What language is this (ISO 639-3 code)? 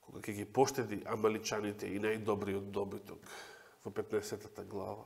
mkd